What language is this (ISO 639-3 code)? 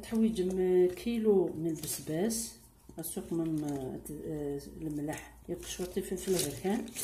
kab